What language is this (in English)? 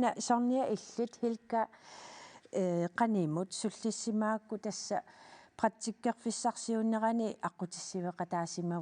Kalaallisut